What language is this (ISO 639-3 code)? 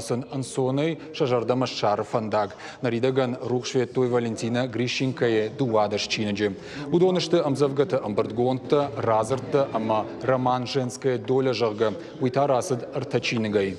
oss